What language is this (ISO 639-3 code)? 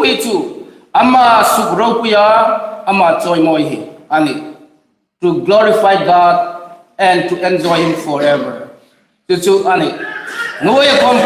hmr